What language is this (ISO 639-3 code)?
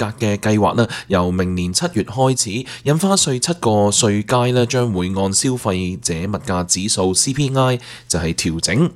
yue